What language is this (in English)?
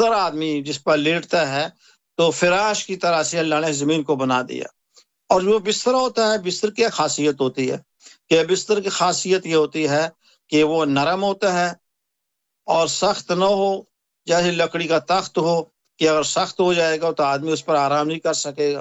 Urdu